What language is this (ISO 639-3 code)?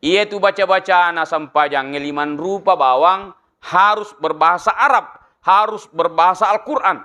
bug